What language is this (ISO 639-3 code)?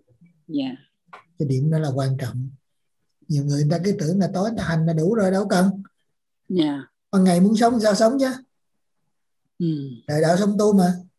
vie